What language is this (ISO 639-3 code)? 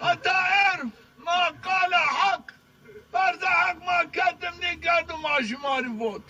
zza